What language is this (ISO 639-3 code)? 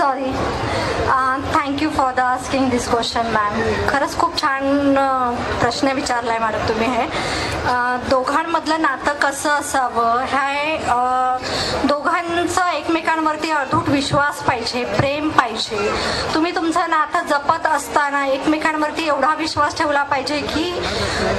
mar